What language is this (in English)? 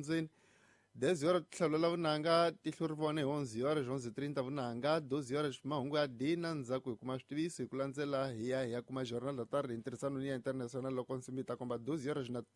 Tsonga